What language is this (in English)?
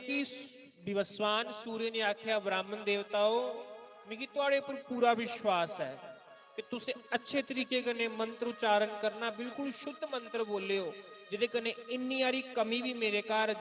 Dogri